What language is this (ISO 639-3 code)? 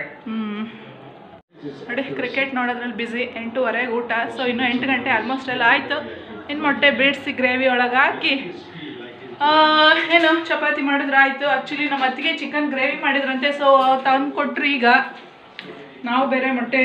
kan